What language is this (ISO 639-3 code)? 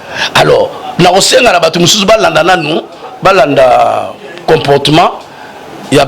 lin